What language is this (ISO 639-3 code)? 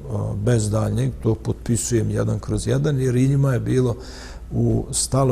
bos